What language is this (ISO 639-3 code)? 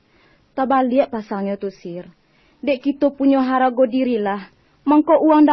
min